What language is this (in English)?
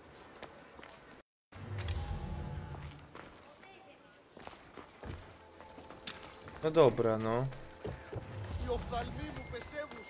Polish